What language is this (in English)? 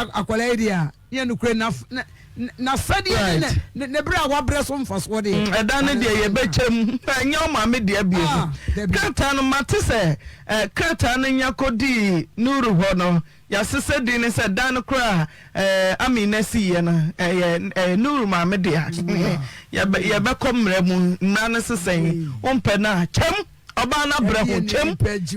Akan